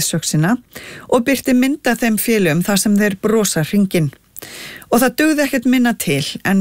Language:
Icelandic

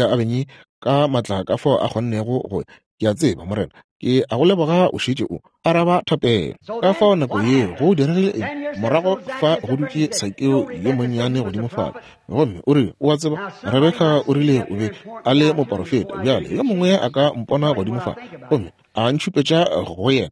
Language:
Northern Sotho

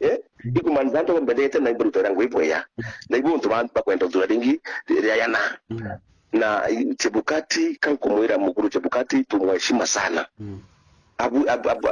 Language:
Meru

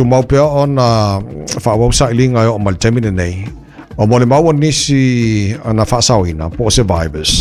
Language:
Samoan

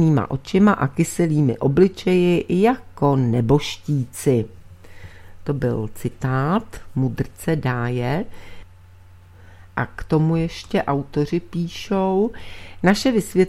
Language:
Czech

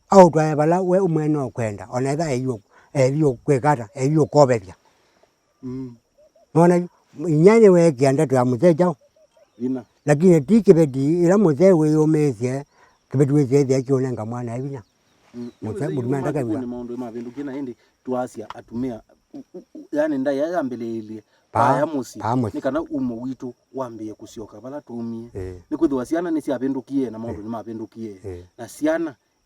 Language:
Kamba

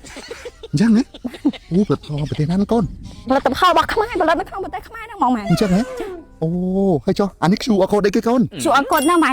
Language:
Khmer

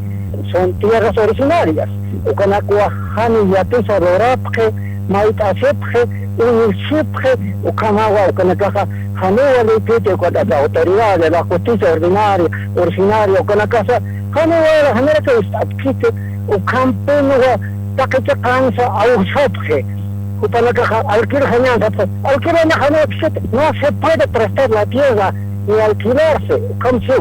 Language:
Aymara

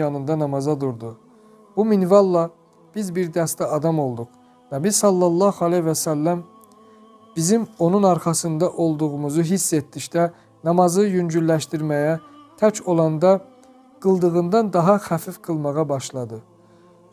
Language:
Azerbaijani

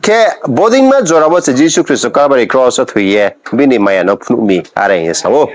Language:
Riang (India)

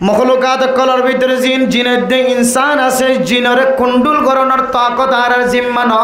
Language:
Rohingya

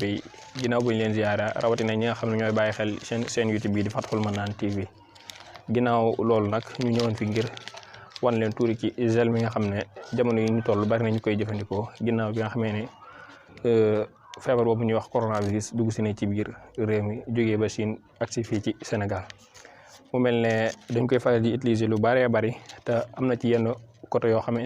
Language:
Wolof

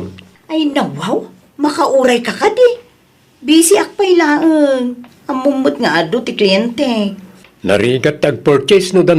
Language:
Iloko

